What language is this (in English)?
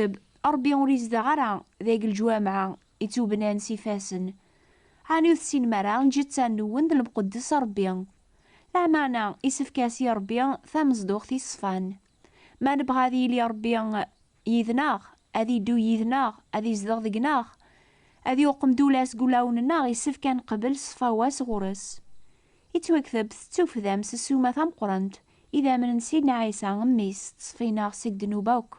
Kabyle